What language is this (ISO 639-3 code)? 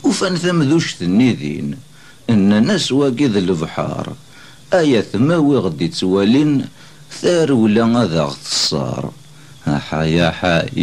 kab